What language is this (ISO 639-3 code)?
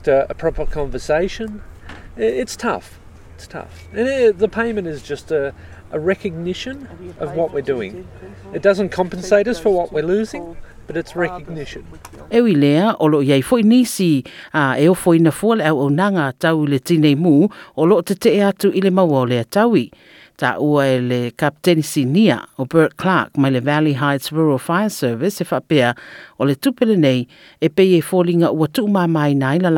smo